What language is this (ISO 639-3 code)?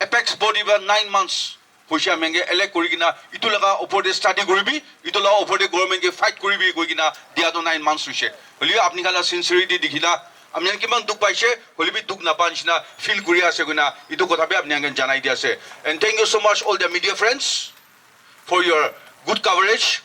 nag